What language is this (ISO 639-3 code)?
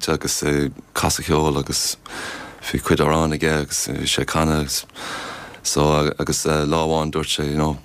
gle